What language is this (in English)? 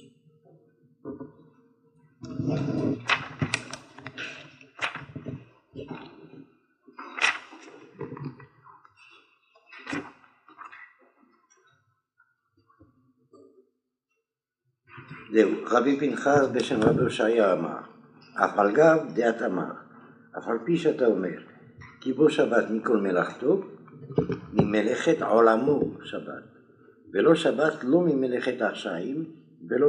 Hebrew